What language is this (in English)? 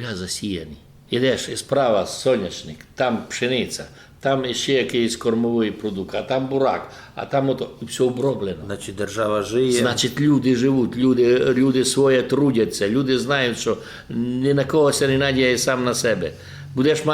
Rusyn